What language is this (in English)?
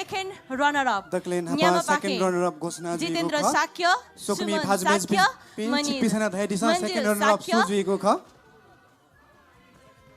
Newari